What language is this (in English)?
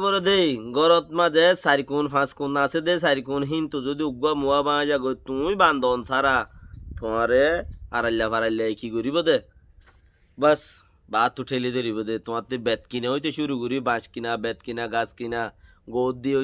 Rohingya